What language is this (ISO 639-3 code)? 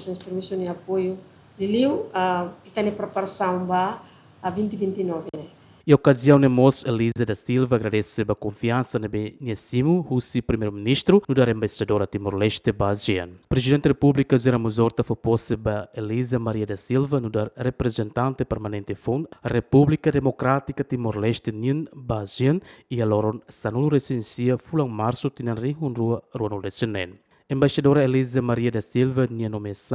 tet